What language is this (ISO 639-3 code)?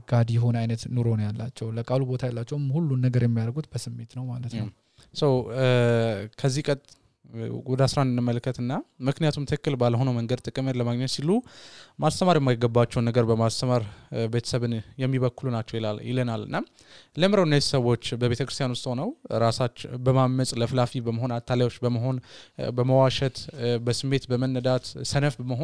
amh